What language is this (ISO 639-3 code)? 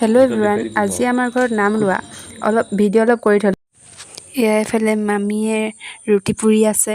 asm